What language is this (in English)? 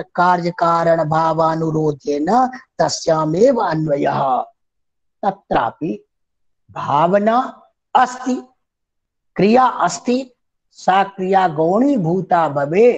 Sanskrit